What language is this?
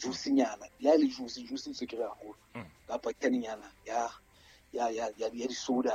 Southern Sotho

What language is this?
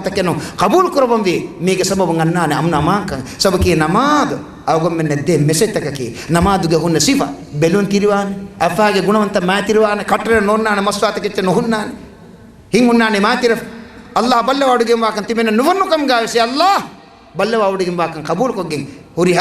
Divehi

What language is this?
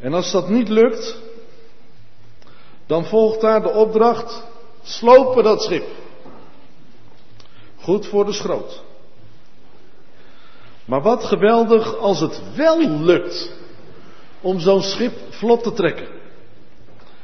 Dutch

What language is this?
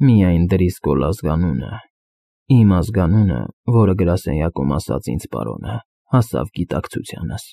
Armenian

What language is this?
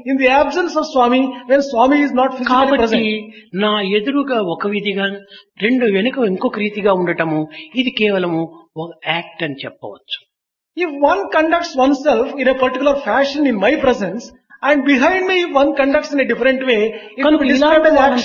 Telugu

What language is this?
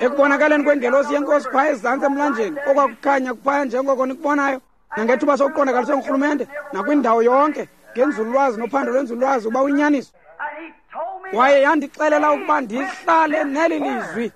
Xhosa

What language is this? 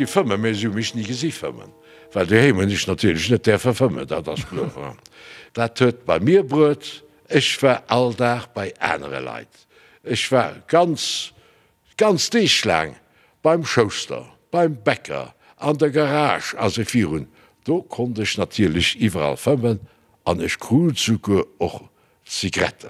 Luxembourgish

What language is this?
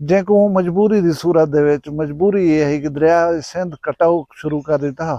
Saraiki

